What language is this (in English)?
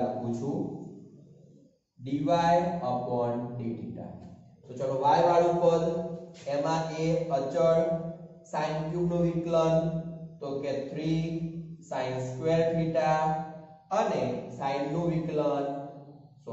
Gujarati